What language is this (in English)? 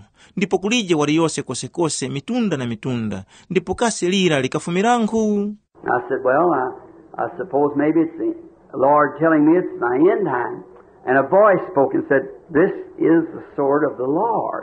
Tumbuka